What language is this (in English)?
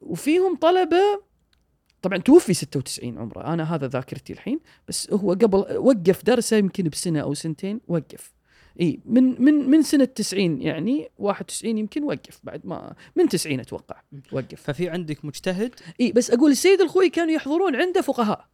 Gulf Arabic